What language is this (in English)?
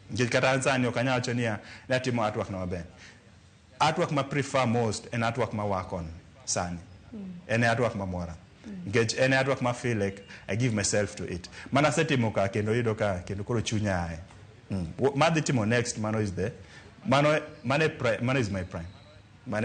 Luo (Kenya and Tanzania)